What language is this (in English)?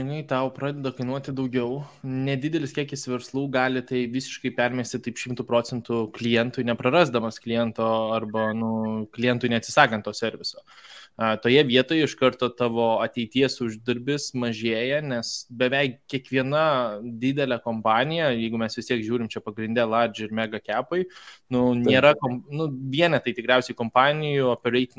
Lithuanian